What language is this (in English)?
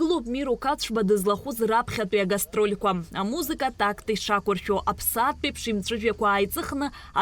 Abkhazian